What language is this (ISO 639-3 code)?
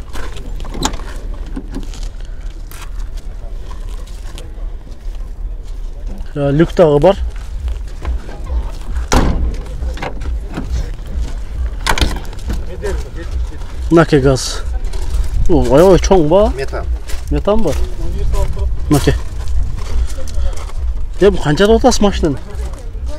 kir